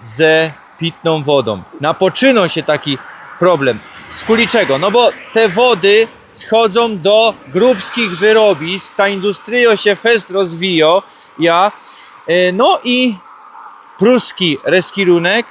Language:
Silesian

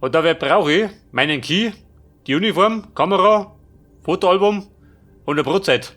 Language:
Bavarian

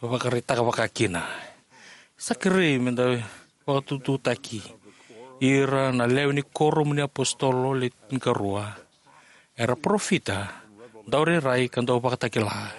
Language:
Fijian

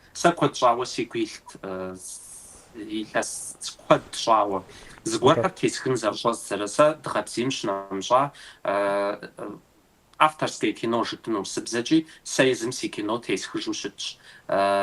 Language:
Kabardian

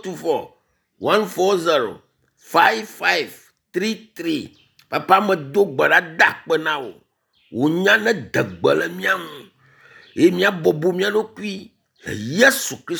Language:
Ewe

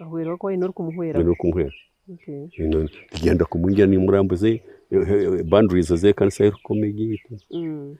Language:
Nyankole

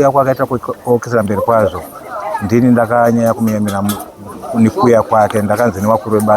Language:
Shona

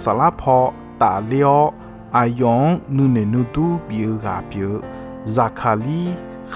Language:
Akha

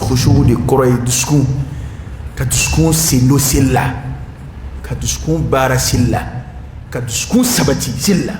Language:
Dyula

